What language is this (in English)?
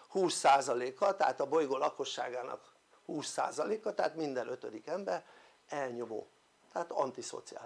Hungarian